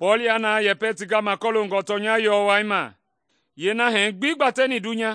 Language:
Mende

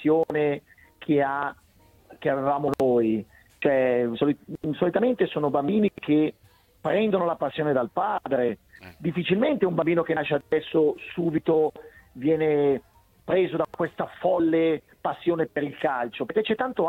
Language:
Italian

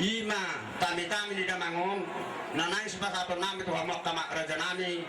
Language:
Batak Toba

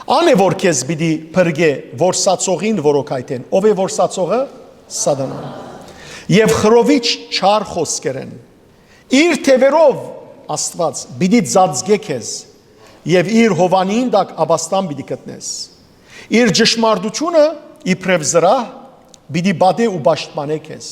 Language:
Western Armenian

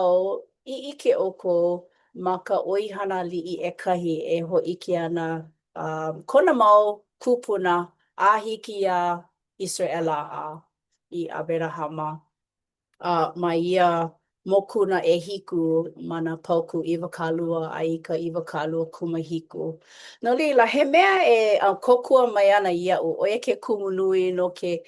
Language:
Hawaiian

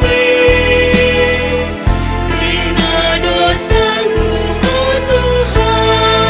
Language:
Batak Karo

